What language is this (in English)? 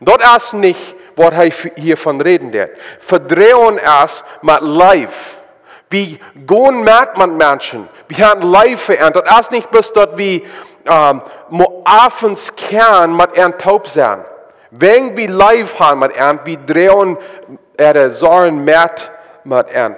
Plautdietsch